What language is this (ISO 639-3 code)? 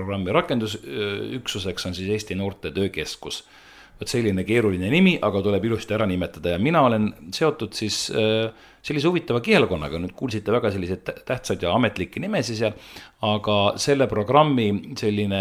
est